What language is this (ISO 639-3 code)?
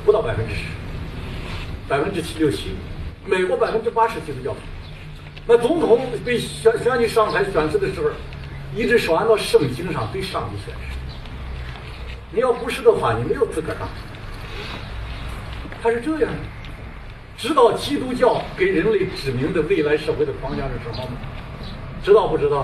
zho